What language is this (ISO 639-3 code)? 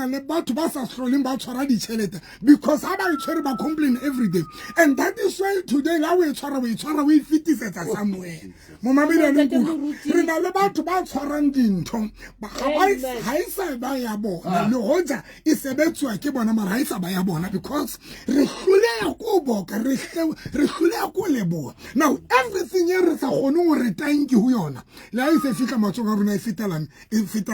sot